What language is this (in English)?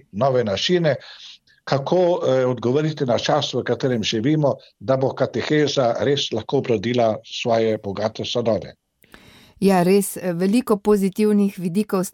Slovenian